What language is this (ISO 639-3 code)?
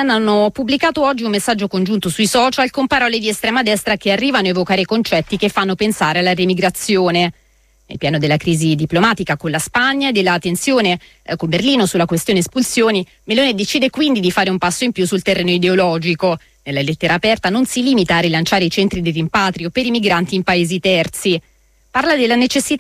ita